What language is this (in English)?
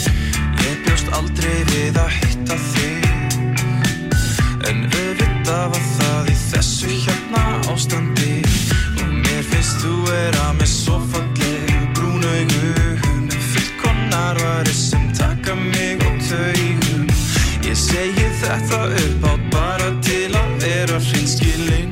Icelandic